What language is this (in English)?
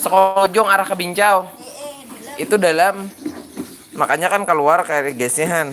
Banjar